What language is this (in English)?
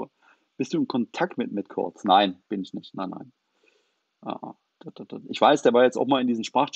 German